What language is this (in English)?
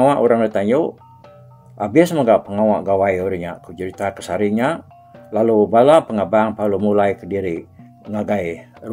Iban